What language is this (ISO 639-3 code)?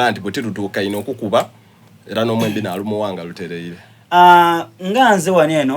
xog